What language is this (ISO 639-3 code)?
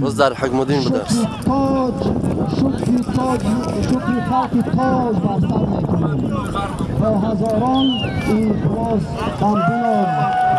tgk